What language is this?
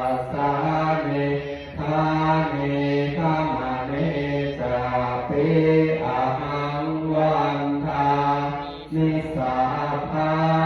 Pali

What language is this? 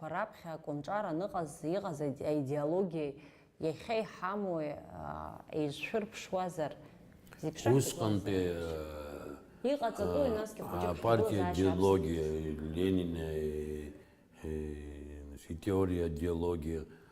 Abkhazian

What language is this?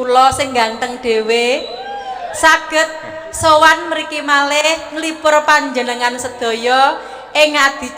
Javanese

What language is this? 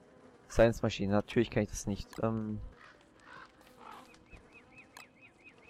German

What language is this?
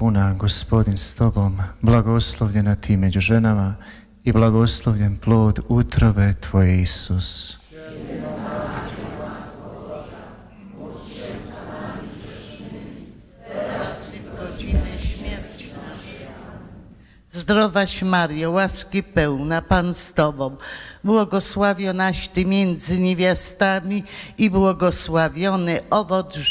Polish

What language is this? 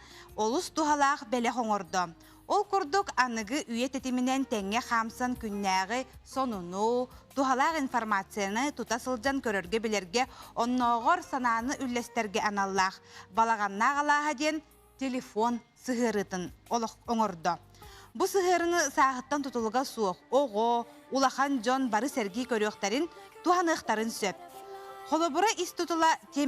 Yakut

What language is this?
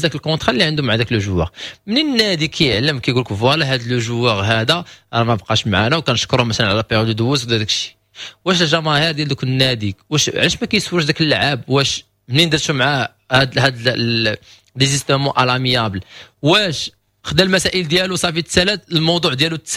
Moroccan Arabic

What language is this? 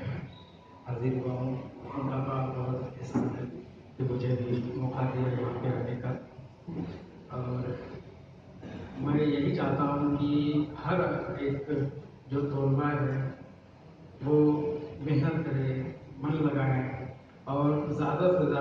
Urdu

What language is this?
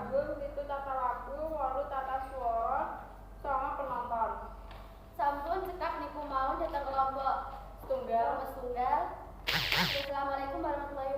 Javanese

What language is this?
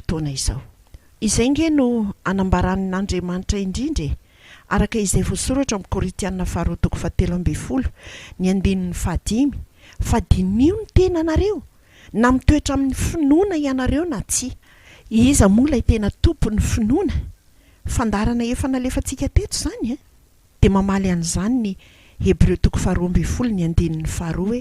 Malagasy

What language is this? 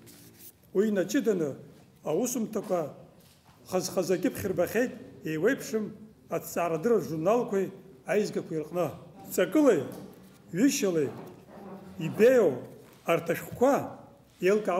Abkhazian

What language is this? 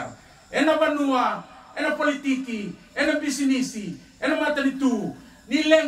Fijian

